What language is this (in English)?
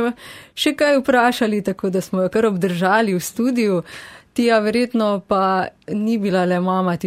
Slovenian